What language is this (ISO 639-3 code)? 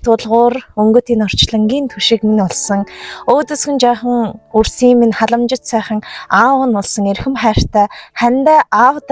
mon